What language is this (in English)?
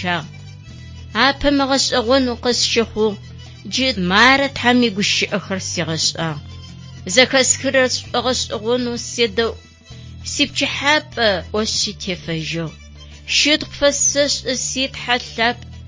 Adyghe